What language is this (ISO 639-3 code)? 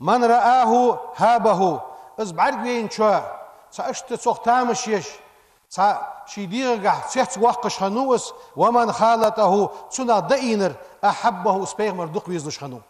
inh